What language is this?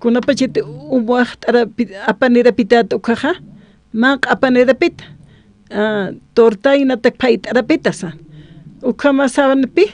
Aymara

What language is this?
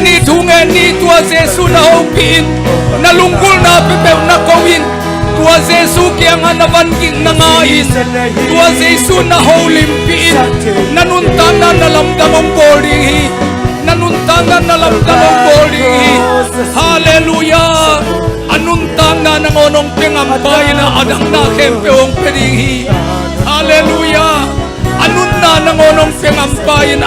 Tedim Chin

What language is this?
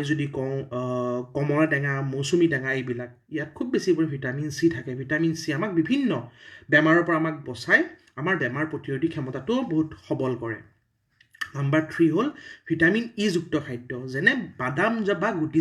Assamese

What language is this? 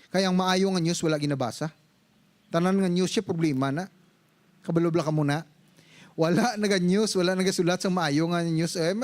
Hiligaynon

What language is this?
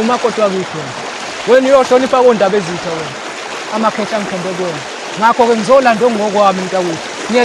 Zulu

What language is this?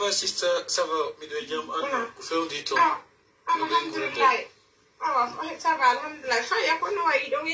Pular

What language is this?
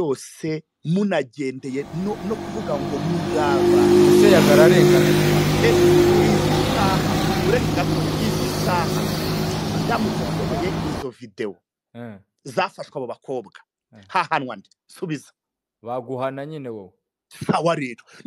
Kinyarwanda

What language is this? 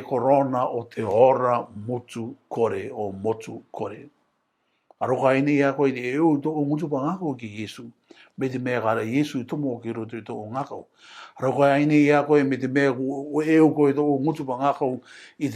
Rarotongan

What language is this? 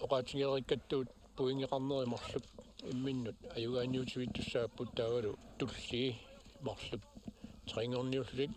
Kalaallisut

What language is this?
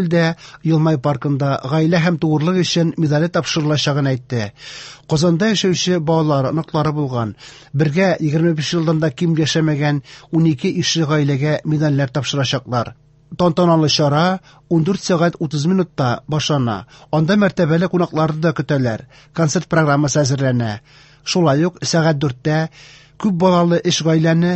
Tatar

